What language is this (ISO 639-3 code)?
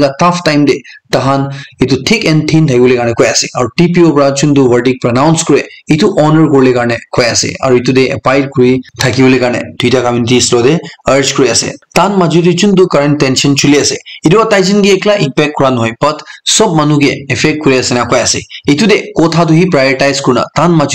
nag